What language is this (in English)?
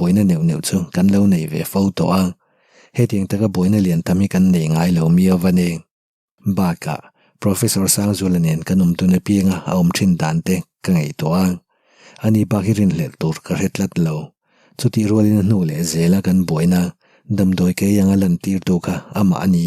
Mizo